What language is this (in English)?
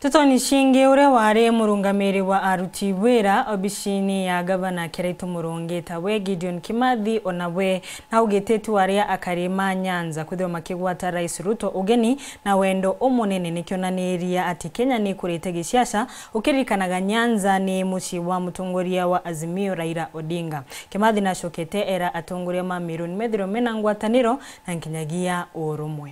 Meru